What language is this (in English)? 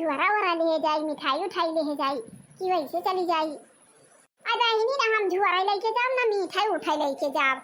Awadhi